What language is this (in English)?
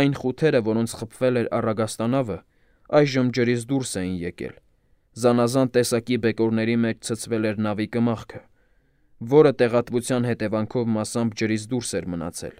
Armenian